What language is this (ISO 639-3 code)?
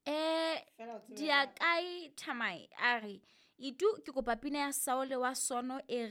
sot